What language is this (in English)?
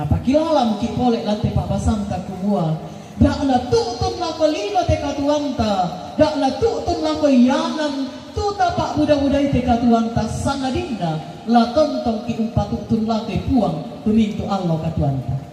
Toraja-Sa'dan